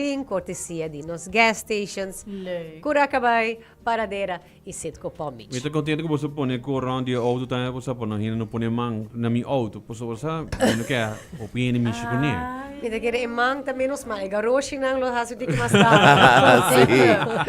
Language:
Papiamento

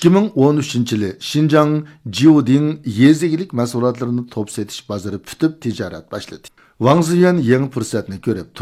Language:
Uyghur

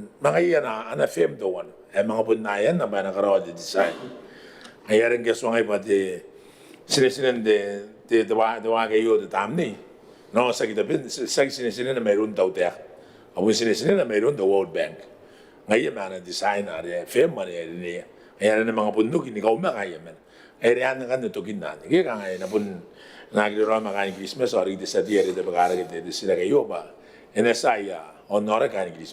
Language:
Gilbertese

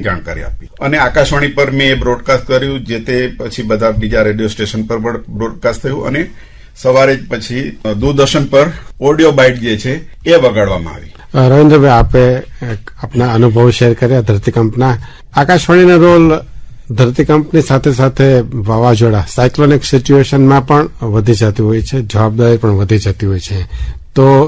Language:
Gujarati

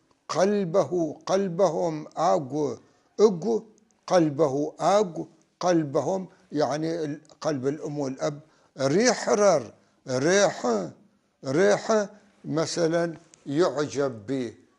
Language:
North Levantine Arabic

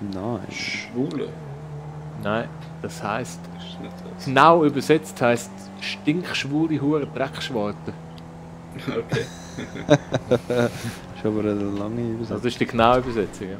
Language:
Swiss German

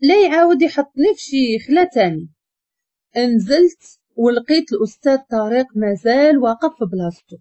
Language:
Moroccan Arabic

